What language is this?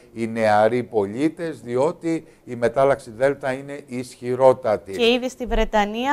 Greek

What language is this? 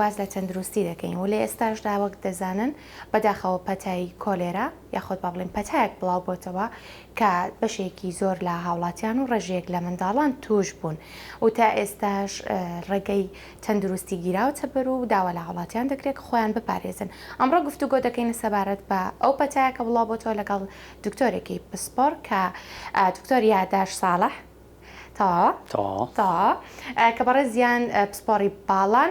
Central Kurdish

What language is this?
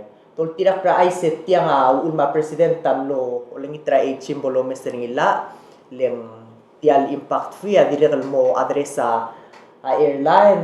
Palauan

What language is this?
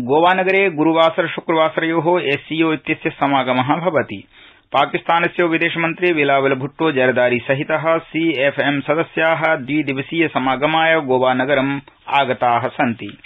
Sanskrit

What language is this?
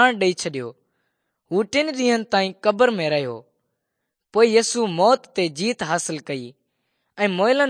Sindhi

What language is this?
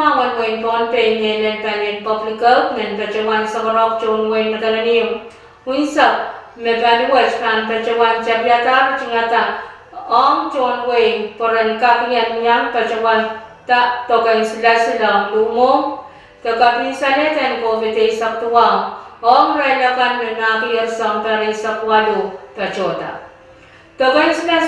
Pohnpeian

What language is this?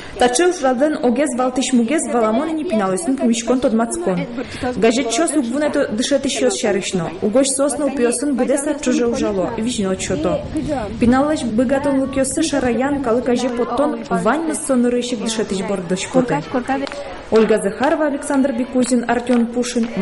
Udmurt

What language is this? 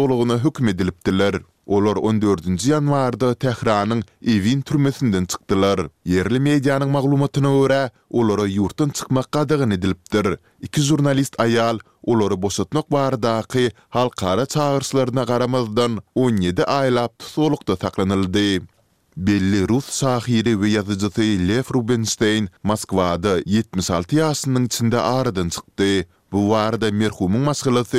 Turkmen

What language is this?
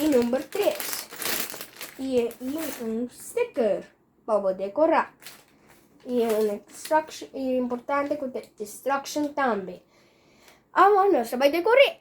Papiamento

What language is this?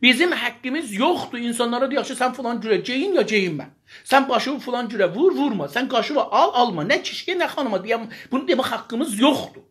South Azerbaijani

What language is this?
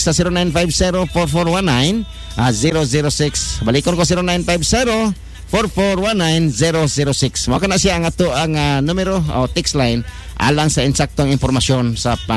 Cebuano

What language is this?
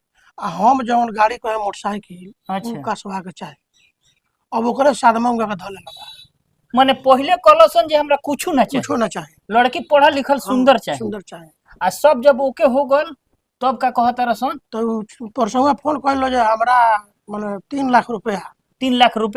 Bhojpuri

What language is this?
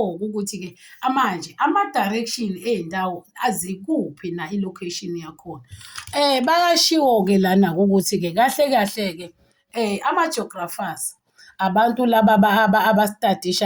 Zulu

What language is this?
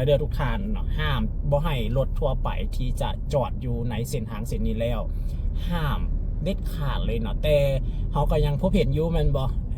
Lao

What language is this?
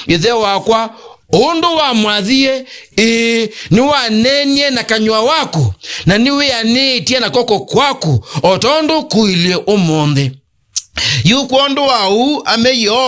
Kamba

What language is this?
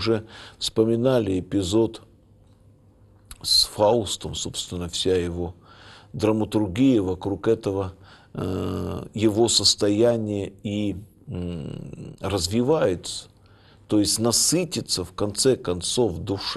Russian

